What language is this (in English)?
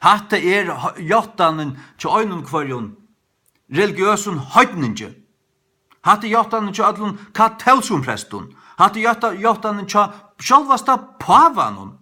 Faroese